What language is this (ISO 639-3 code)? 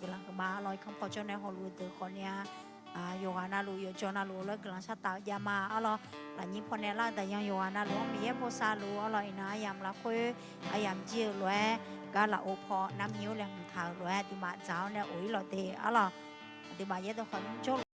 ahk